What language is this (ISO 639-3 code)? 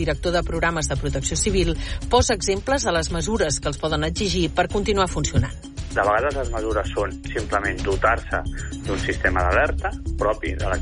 cat